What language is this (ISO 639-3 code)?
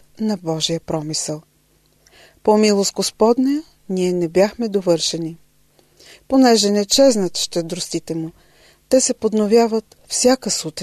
bul